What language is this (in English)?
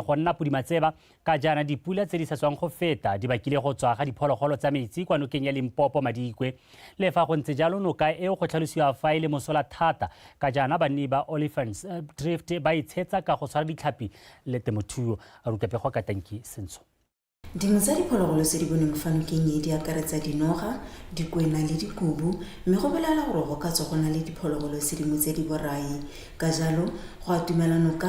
Tswana